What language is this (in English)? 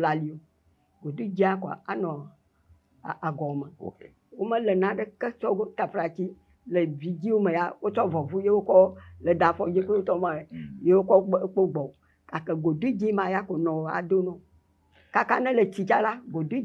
Ewe